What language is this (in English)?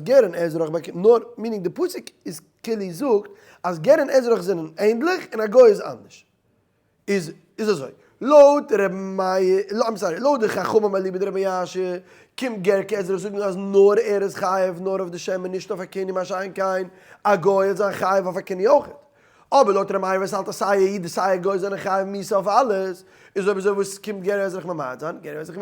Yiddish